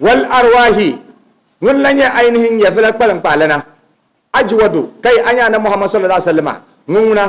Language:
Dagbani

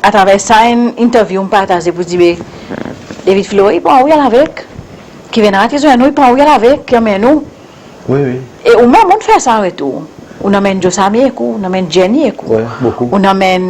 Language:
Seselwa Creole French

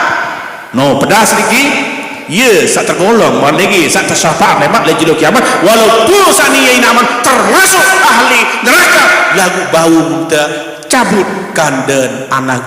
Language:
Sasak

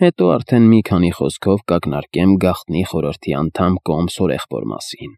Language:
Armenian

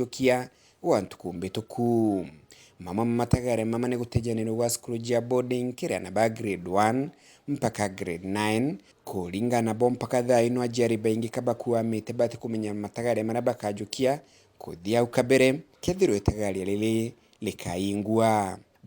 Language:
Meru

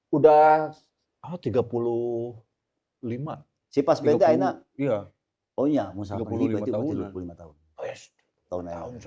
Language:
Sundanese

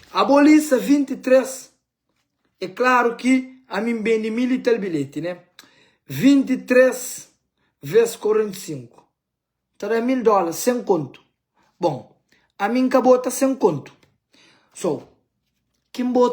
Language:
Kabuverdianu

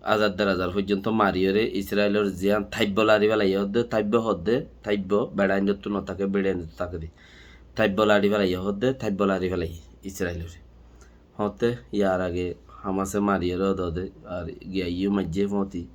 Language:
Rohingya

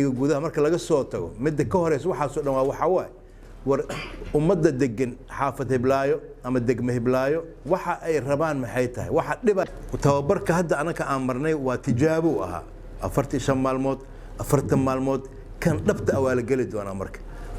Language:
Somali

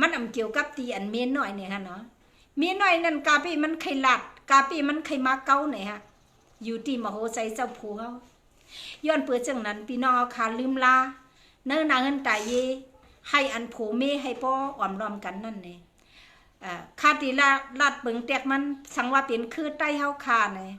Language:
Shan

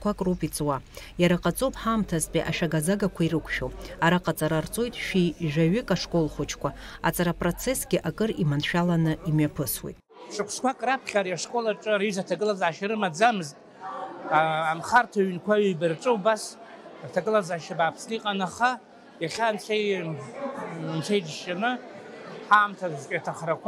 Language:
Abkhazian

